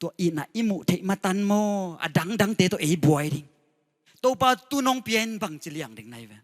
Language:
Tedim Chin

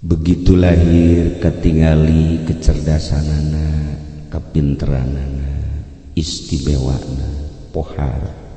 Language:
Sundanese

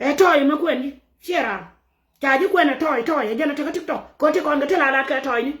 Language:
Nuer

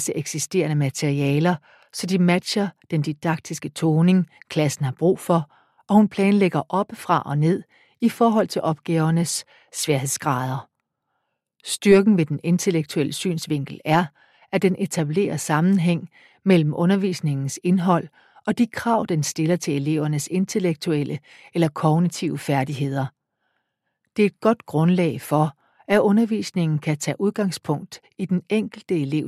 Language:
Danish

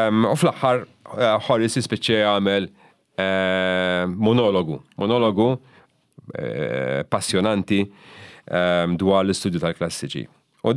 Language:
Maltese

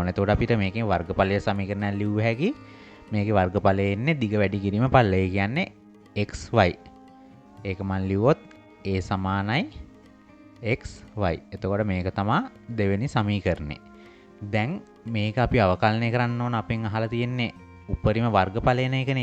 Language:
Sinhala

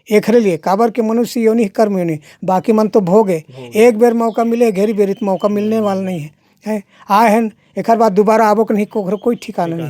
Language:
Chhattisgarhi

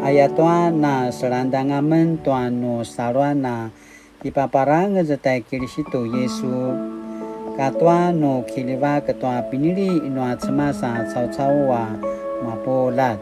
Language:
Paiwan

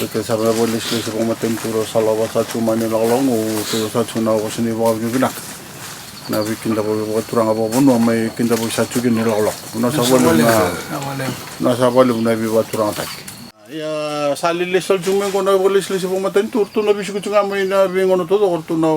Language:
Fijian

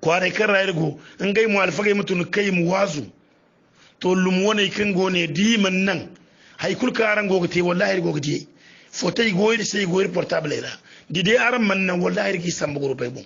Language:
Hausa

